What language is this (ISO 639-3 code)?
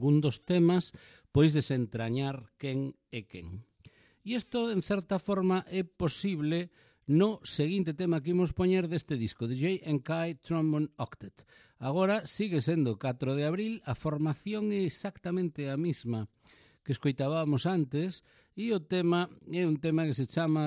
glg